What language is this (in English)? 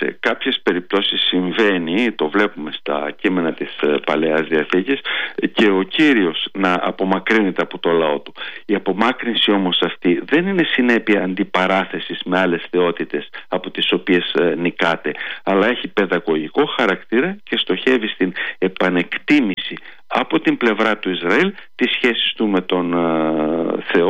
Greek